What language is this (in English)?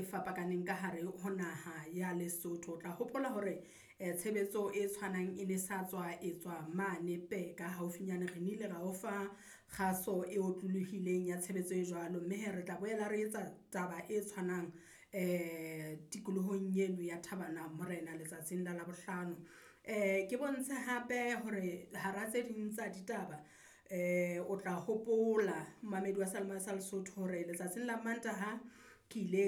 Southern Sotho